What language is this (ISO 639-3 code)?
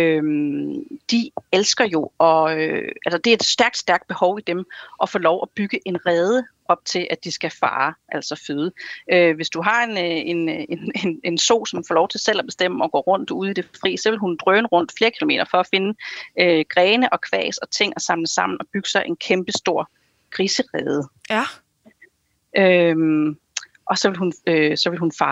dan